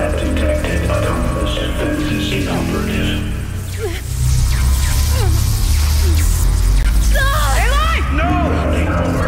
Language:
English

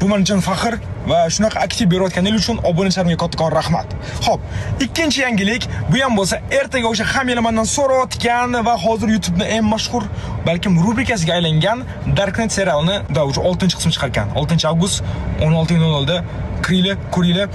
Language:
Uzbek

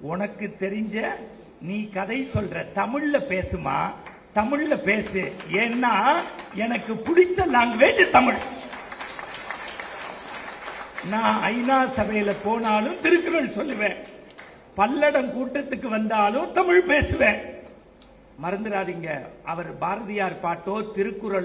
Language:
Tamil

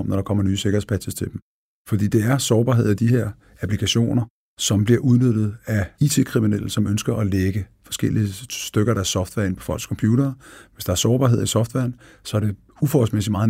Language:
Danish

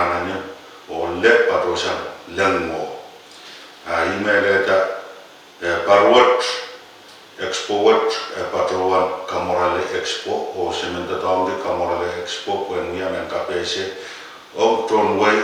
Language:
Pohnpeian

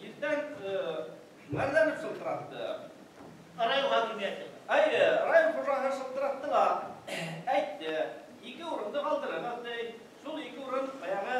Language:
Bashkir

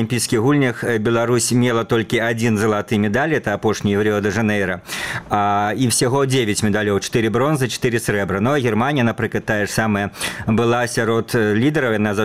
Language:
Belarusian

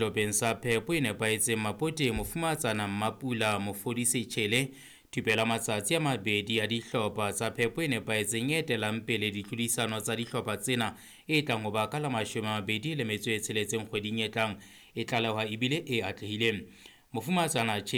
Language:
Southern Sotho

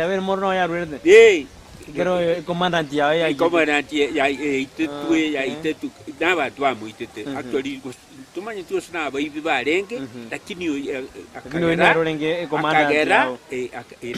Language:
Gusii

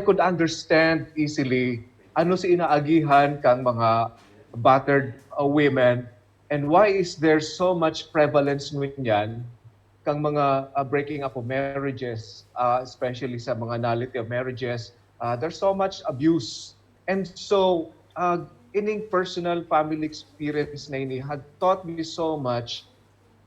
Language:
Bikol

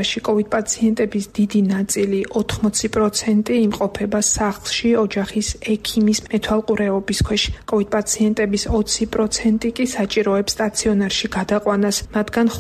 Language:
Georgian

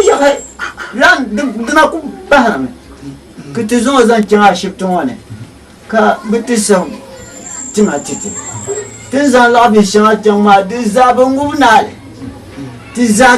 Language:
Dagbani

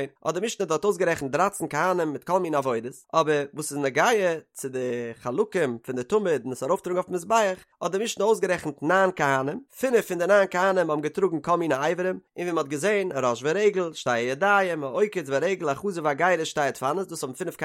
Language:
Yiddish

